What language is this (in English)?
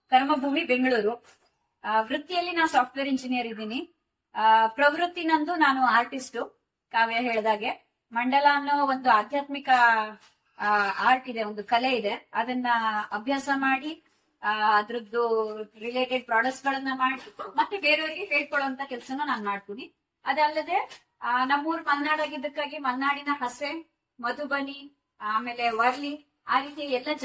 Kannada